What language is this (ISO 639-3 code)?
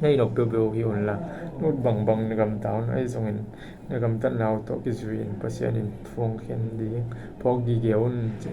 ctd